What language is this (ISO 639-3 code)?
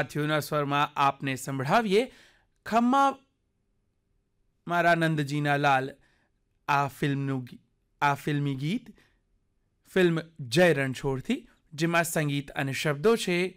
guj